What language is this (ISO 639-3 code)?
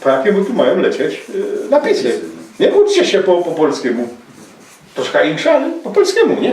szl